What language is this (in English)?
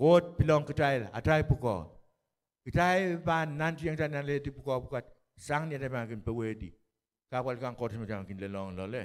Pohnpeian